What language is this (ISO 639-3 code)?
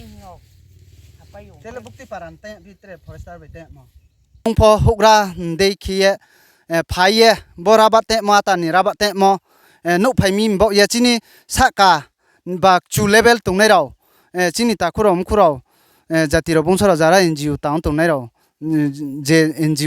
ria